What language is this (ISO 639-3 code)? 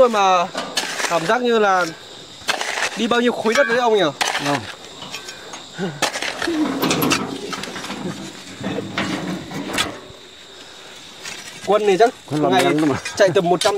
vie